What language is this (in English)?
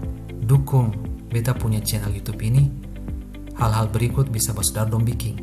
Ambonese Malay